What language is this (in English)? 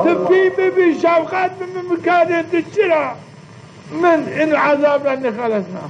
Zaza